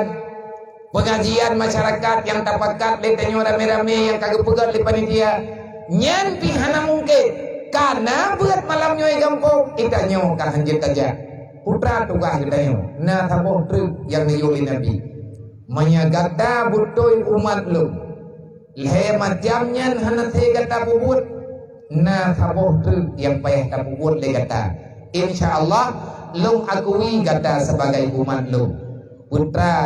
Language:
Achinese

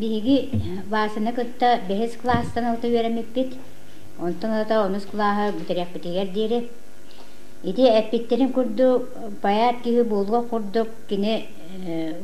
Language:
Yakut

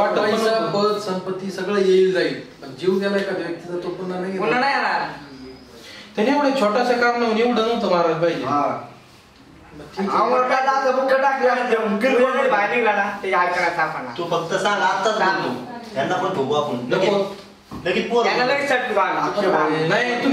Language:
Marathi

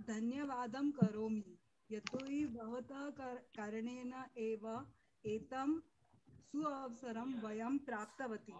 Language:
Sanskrit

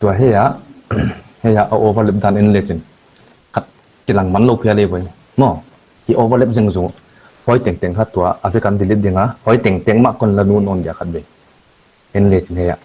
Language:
Paite Chin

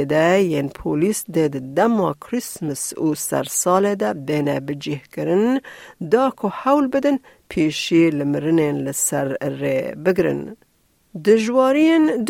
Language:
Kurdish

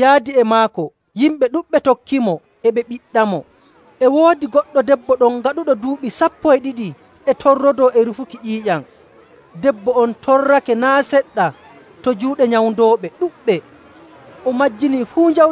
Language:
Nigerian Fulfulde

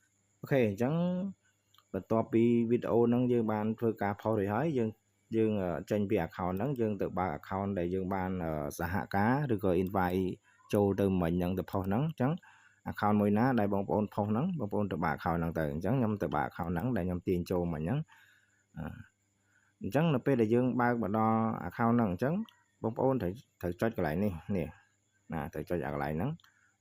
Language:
Khmer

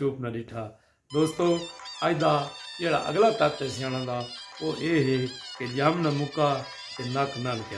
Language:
Saraiki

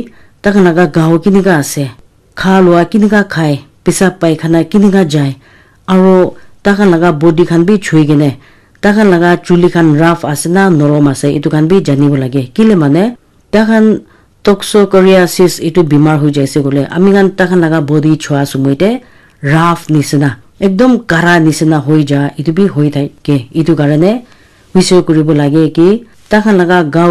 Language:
Naga Pidgin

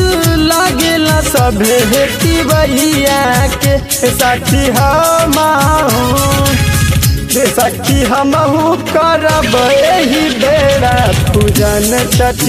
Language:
Bhojpuri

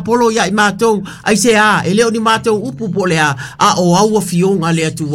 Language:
Samoan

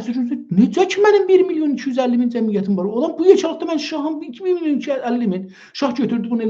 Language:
South Azerbaijani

